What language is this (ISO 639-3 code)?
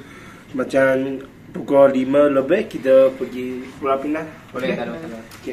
msa